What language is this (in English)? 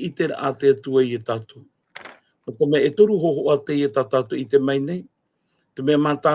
Tahitian